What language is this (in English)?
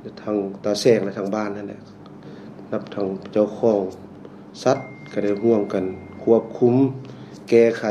Lao